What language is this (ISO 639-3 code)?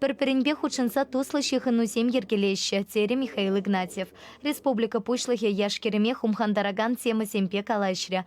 chv